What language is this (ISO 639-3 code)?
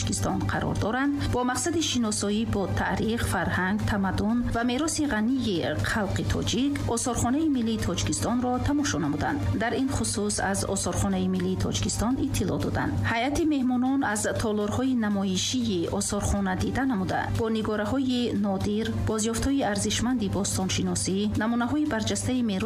tgk